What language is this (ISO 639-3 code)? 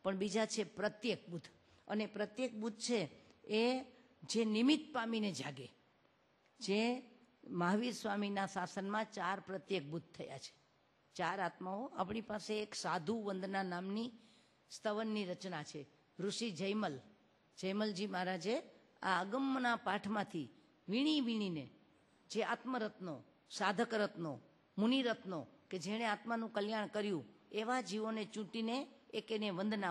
guj